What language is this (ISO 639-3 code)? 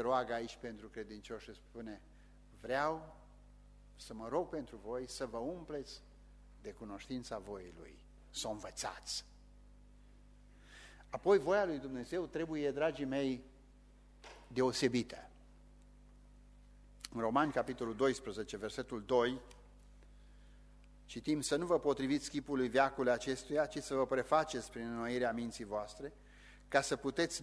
ron